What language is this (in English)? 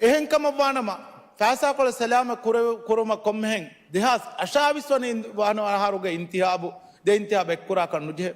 Divehi